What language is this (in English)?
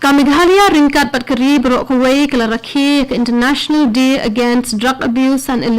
Khasi